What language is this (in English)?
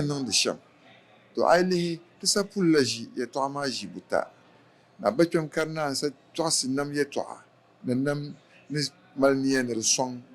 Dagbani